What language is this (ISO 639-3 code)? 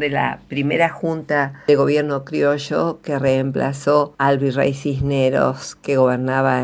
spa